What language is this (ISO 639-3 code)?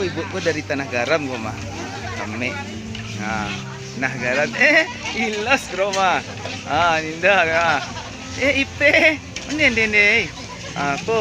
min